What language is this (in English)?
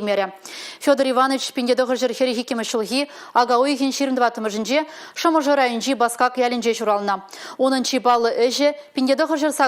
Chuvash